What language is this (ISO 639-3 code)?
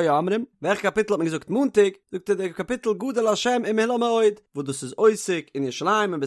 yid